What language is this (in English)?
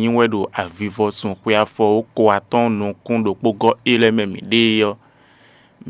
Fon